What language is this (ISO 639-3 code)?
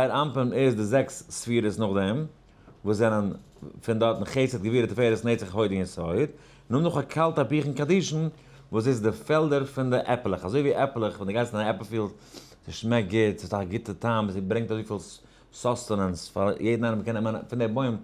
yid